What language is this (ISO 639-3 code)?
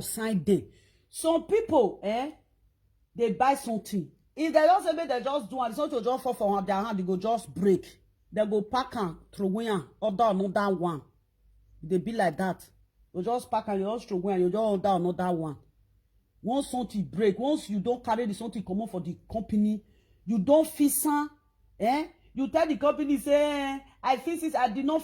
pcm